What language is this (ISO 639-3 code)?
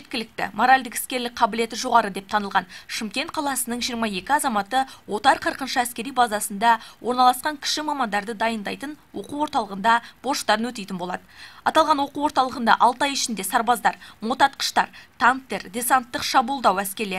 kaz